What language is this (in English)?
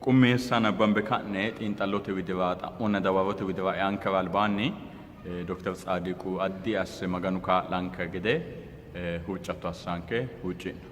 Sidamo